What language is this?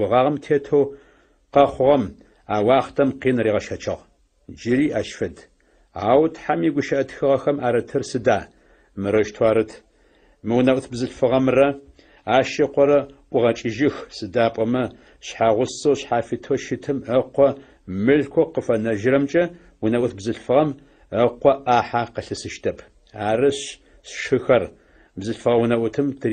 Adyghe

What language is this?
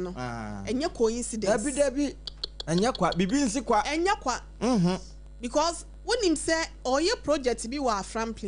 Akan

